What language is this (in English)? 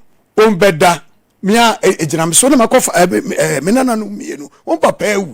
Akan